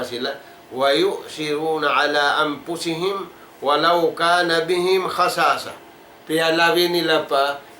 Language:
Tausug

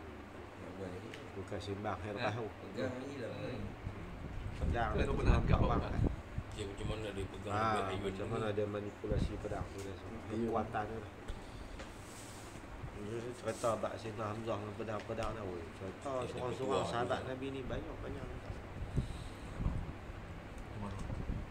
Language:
Malay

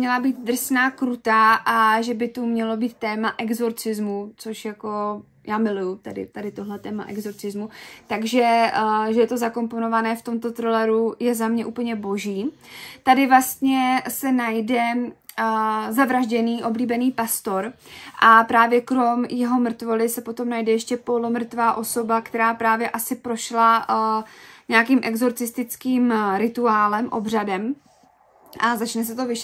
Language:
Czech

